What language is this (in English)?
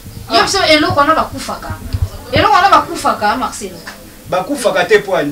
Lingala